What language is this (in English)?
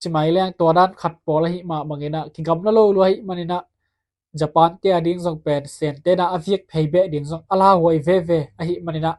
Tedim Chin